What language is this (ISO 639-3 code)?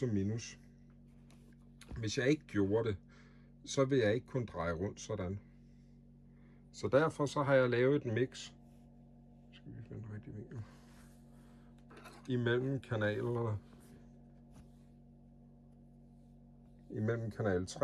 dan